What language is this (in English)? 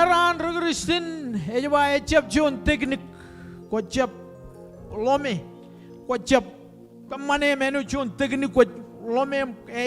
Marshallese